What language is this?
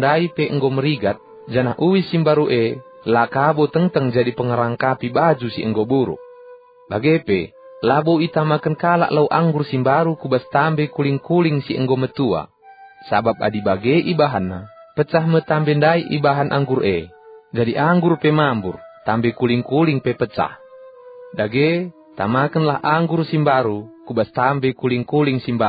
Batak Karo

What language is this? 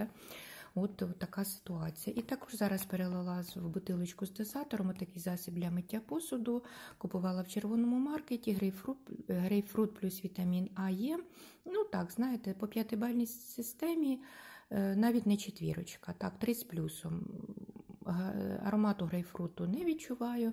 Ukrainian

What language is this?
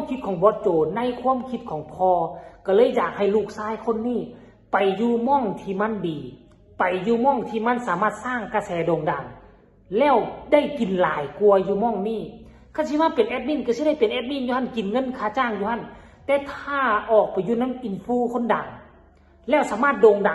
Northeastern Thai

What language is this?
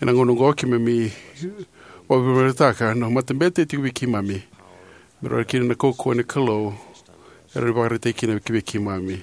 Fijian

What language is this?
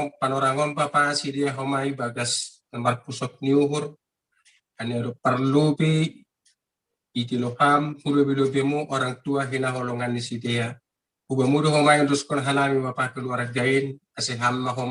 Batak Simalungun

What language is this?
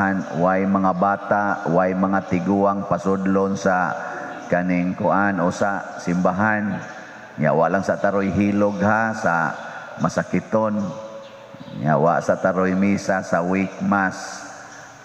Cebuano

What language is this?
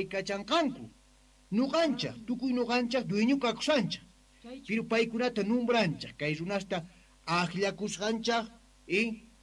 South Bolivian Quechua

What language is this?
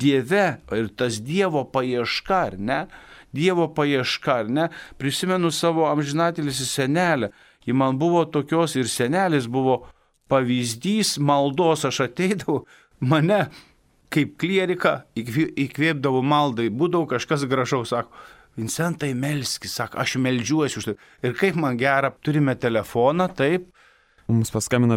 Lithuanian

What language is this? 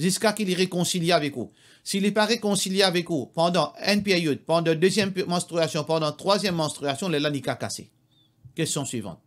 Morisyen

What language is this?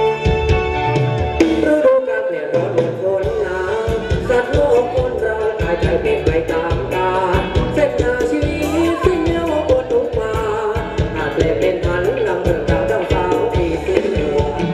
Thai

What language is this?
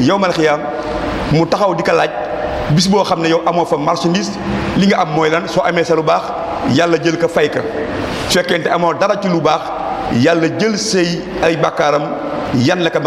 Wolof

